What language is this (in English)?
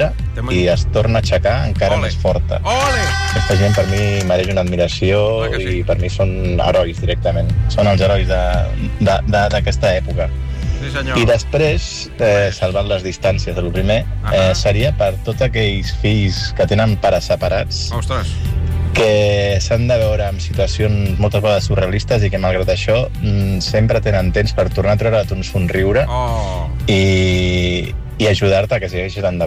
Catalan